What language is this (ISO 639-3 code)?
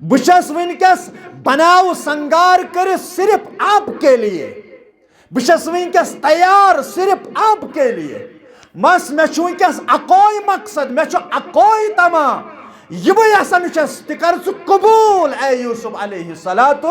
kas